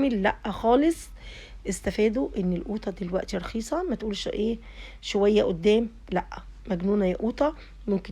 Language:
Egyptian Arabic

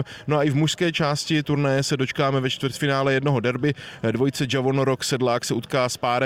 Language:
Czech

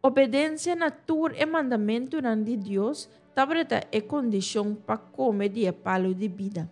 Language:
Papiamento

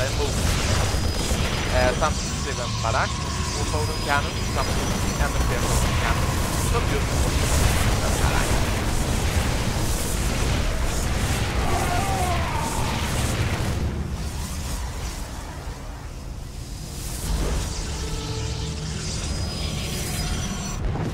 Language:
Swedish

